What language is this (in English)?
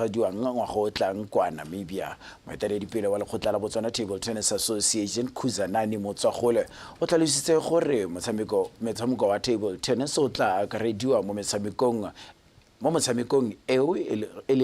Tswana